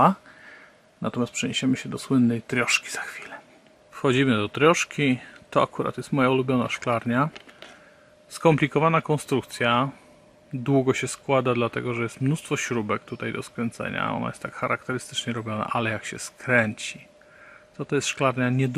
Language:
Polish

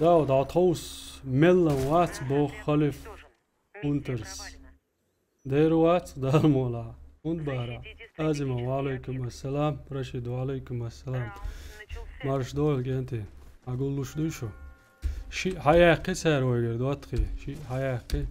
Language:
Chechen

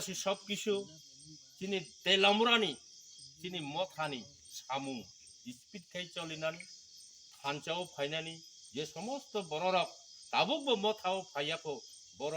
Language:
Kok Borok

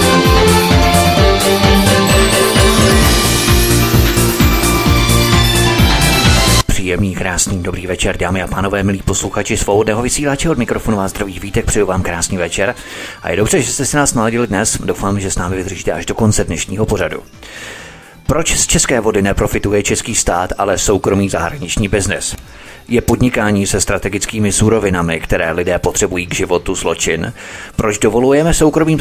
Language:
Czech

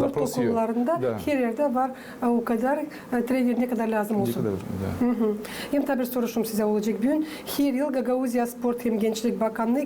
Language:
Gagauz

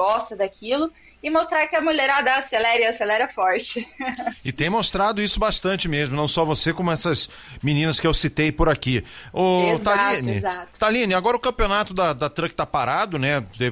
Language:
Portuguese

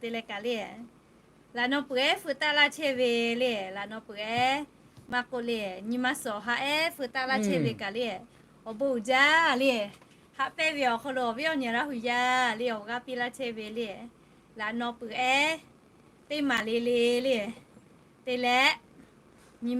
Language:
Lahu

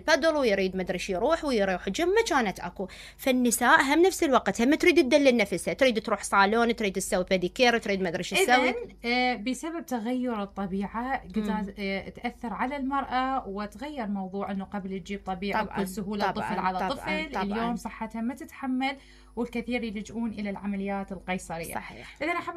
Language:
Mesopotamian Arabic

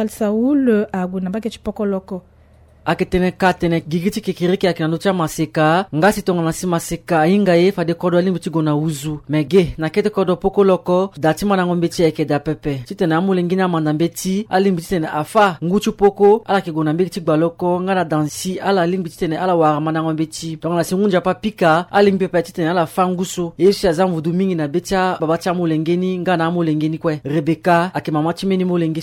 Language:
Sango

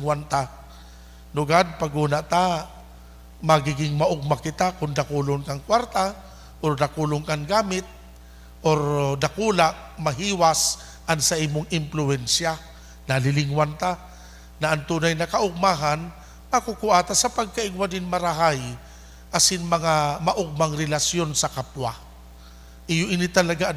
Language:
Bikol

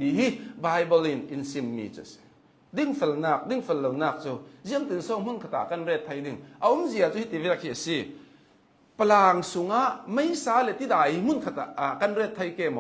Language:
Hakha Chin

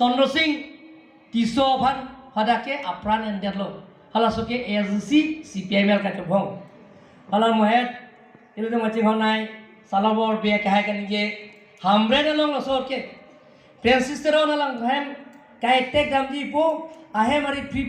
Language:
Karbi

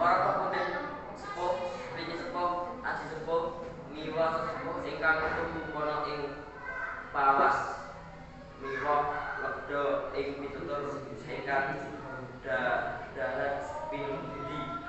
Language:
Javanese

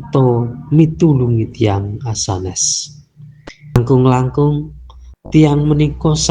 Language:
Javanese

